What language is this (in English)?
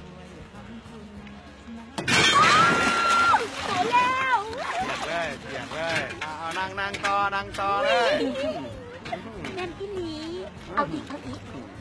Lao